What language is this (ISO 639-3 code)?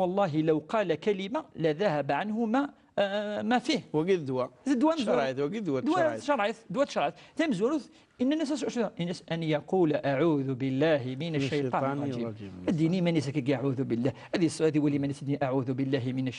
kab